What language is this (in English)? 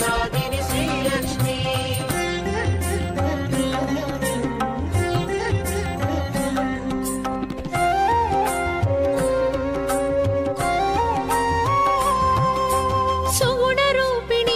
Telugu